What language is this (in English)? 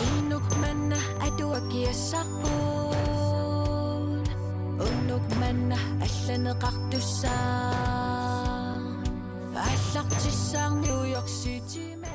Kalaallisut